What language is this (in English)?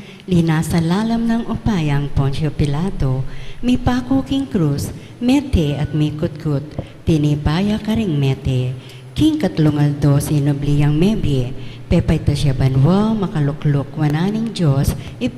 Pampanga